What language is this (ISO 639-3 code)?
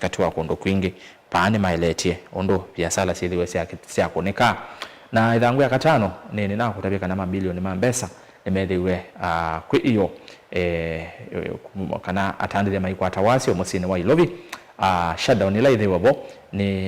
kam